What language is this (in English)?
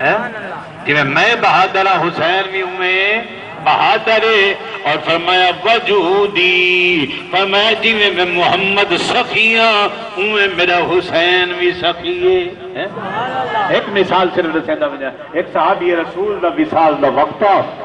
Saraiki